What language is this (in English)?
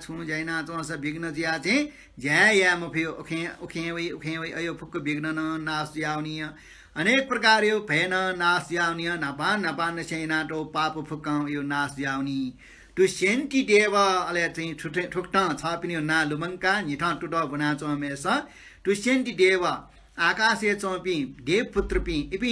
Newari